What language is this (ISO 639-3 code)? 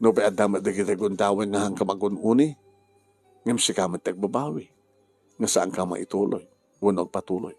ilo